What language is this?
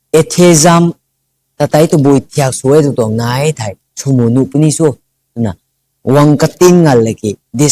Rongmei Naga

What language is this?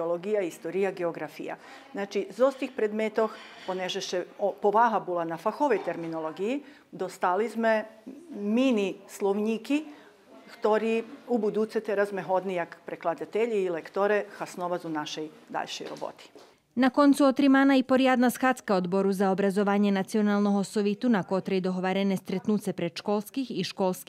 Rusyn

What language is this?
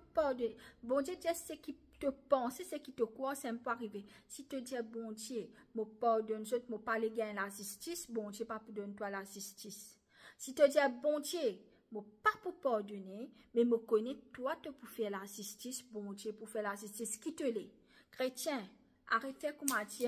Morisyen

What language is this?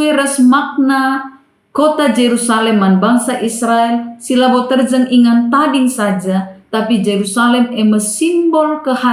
Batak Karo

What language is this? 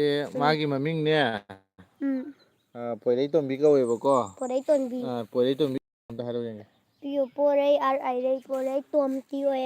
Manipuri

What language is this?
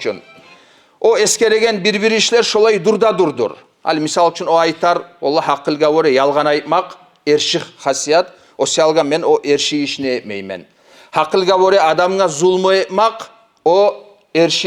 Kumyk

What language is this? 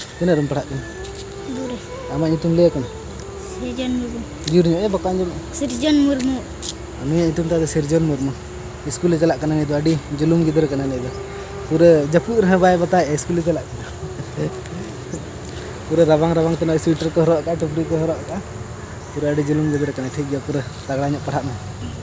Santali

